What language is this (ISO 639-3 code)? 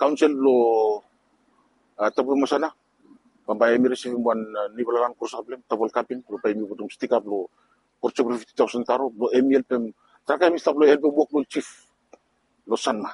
bis